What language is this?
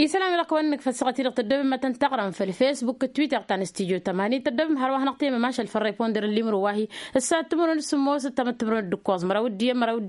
Tamasheq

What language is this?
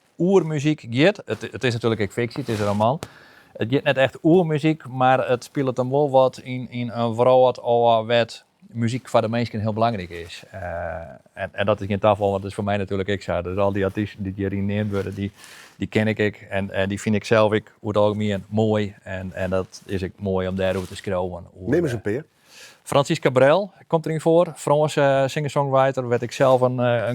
Western Frisian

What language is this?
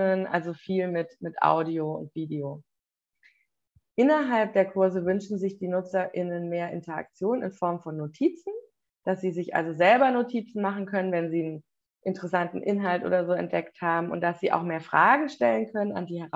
German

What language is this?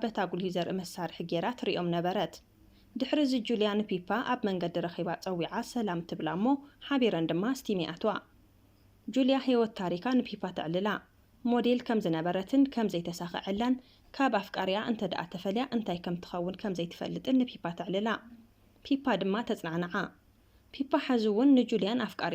Tigrinya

